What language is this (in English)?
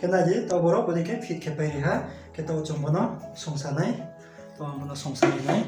Riang (India)